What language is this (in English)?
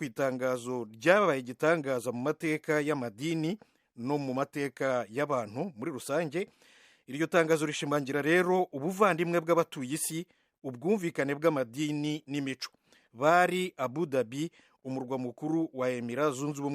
Kinyarwanda